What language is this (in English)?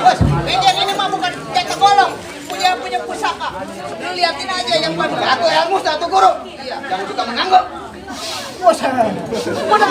Betawi